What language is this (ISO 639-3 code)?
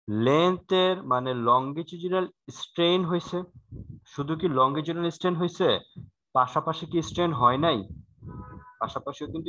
ben